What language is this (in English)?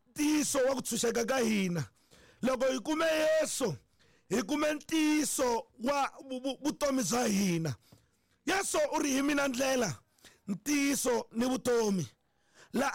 Tsonga